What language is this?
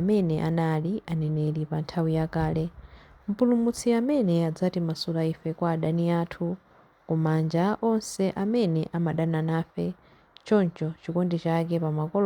Nyanja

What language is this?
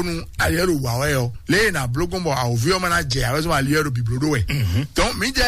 Fon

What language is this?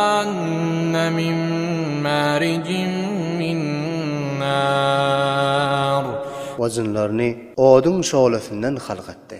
Turkmen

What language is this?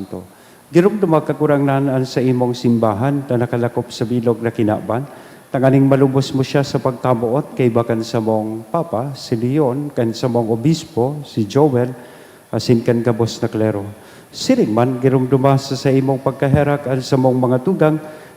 Bikol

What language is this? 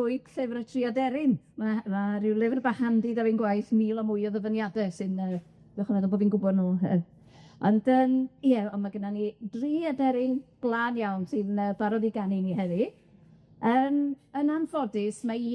Welsh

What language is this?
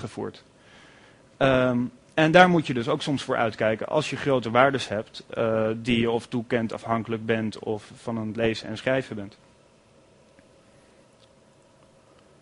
Dutch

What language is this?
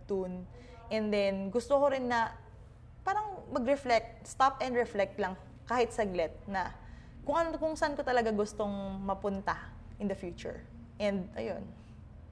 Filipino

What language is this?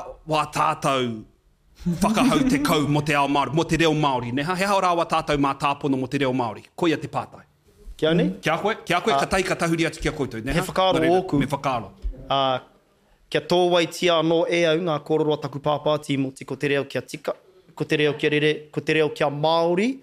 Māori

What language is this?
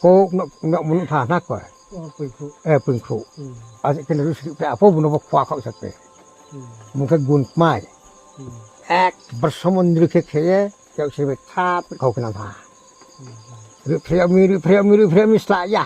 Riang (India)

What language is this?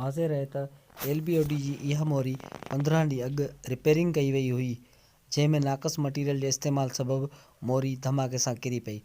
Sindhi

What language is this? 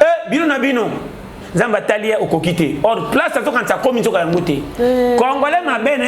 Lingala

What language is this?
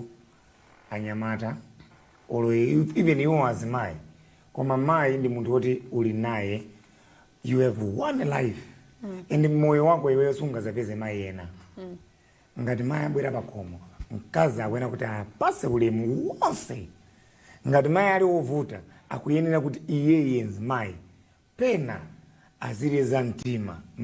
Nyanja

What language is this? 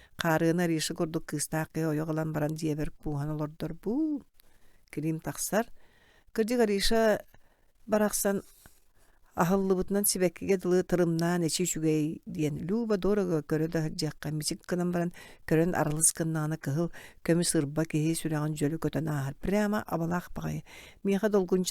Yakut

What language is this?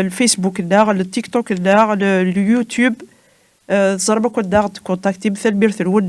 Kabyle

